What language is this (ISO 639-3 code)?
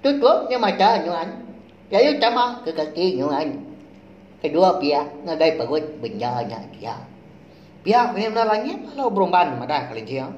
iba